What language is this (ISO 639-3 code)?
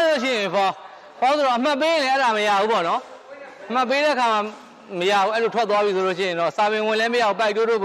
mya